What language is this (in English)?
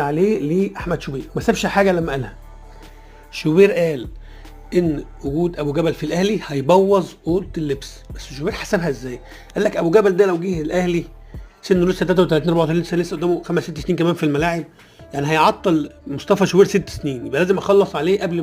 Egyptian Arabic